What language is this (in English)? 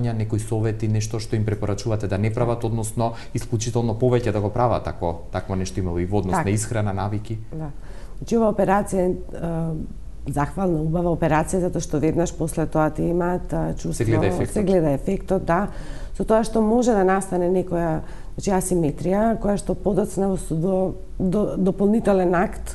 Macedonian